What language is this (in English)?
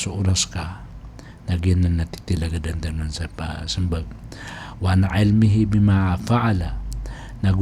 Maranao